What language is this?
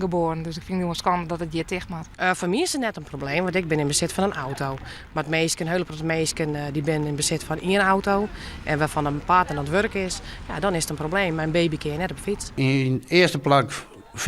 Western Frisian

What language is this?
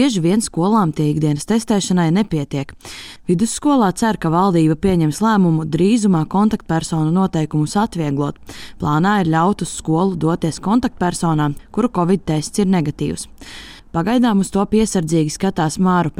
Latvian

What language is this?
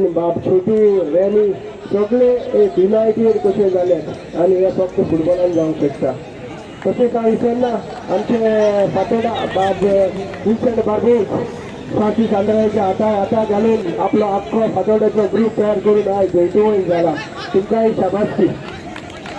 Konkani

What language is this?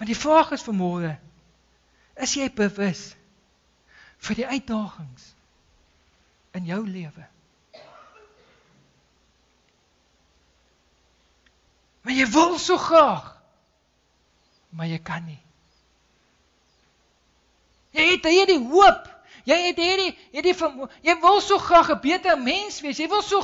Afrikaans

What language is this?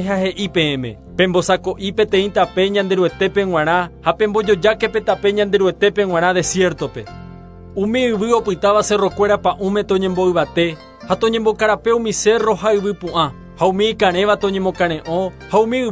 Guarani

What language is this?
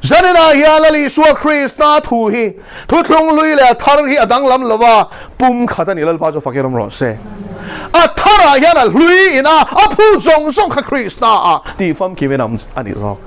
Mizo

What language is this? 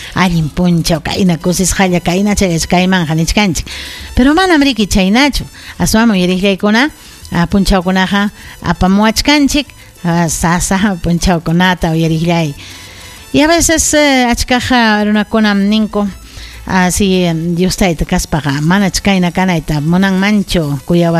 Ayacucho Quechua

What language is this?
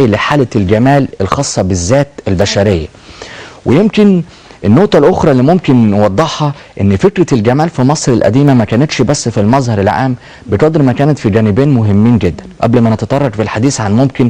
Egyptian Arabic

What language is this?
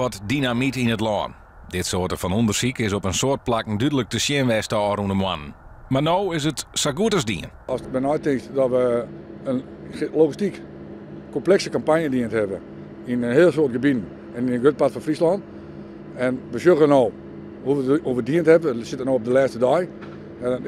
Western Frisian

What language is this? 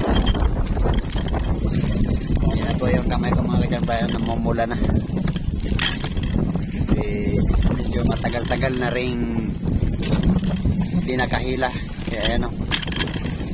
Filipino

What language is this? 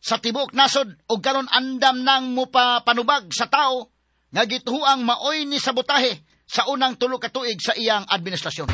Cebuano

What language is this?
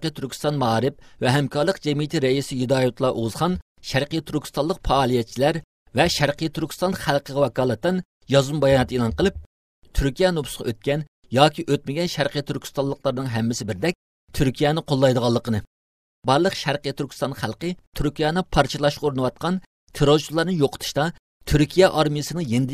Uyghur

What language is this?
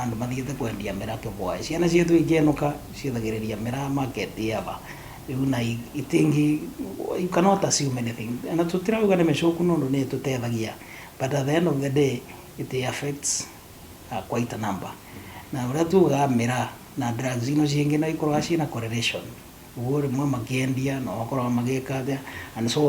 Kikuyu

